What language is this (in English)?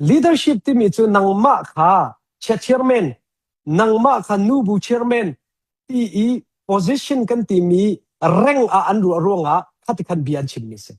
Hakha Chin